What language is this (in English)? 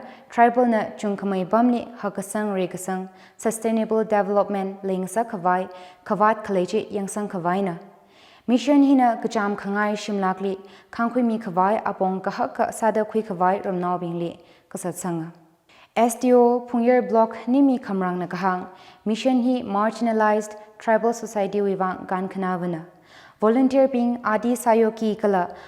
Tangkhul Naga (India)